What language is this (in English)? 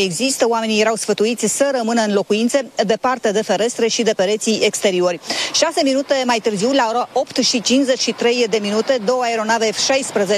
Romanian